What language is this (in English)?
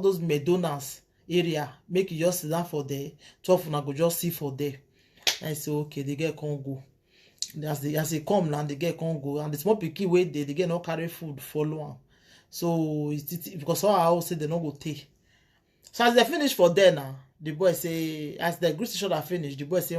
Nigerian Pidgin